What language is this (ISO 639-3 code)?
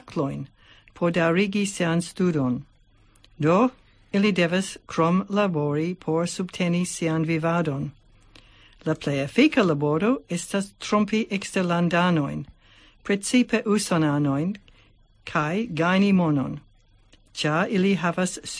epo